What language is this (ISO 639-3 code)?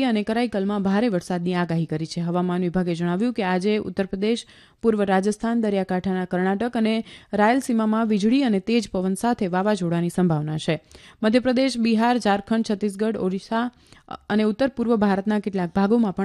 guj